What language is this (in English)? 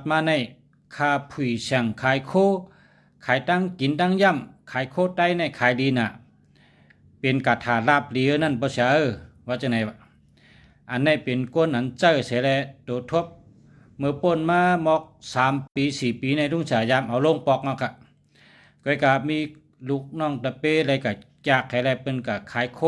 Shan